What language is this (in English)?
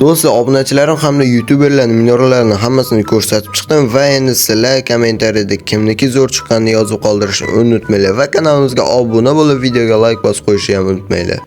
Uzbek